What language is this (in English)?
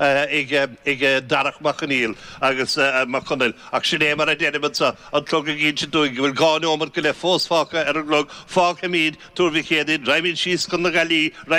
Irish